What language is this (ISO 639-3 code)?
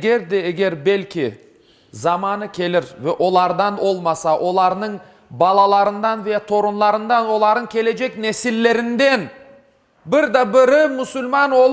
crh